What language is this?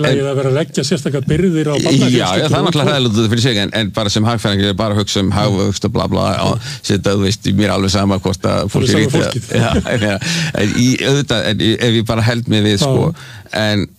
Icelandic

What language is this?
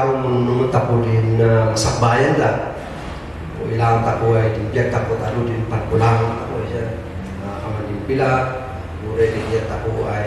Kankanaey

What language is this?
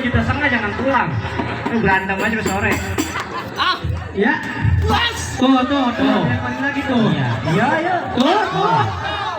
Betawi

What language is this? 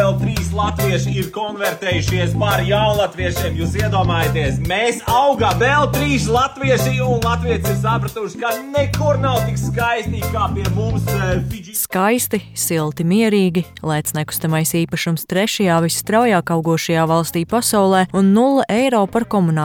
Latvian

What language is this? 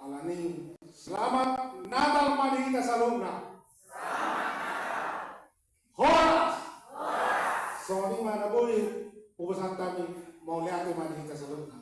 Batak Toba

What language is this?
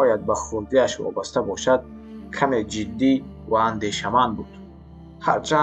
Tajik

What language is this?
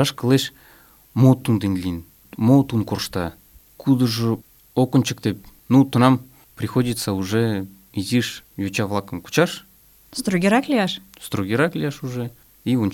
Mari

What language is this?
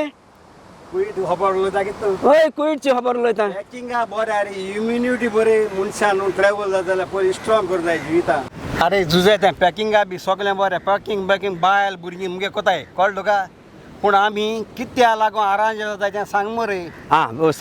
Konkani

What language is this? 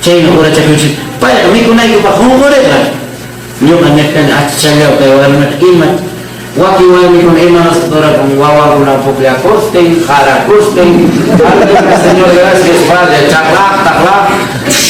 Ayacucho Quechua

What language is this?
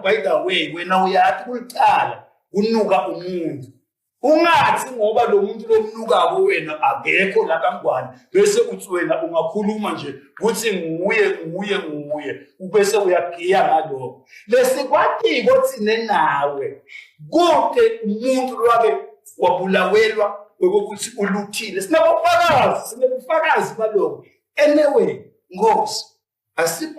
Swati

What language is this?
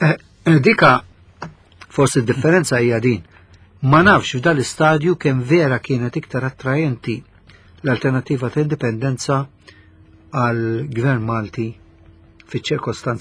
Maltese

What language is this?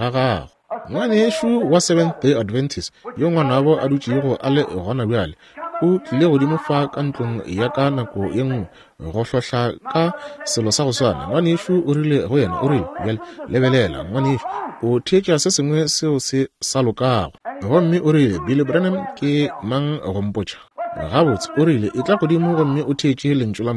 Northern Sotho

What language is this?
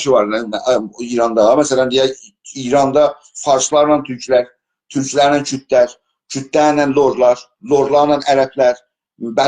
South Azerbaijani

